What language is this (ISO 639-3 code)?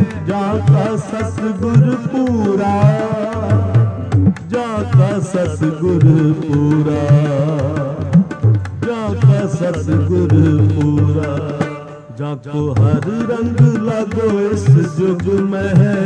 pan